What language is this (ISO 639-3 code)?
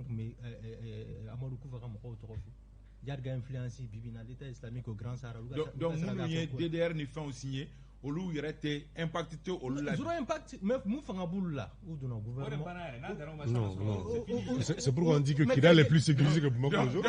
bam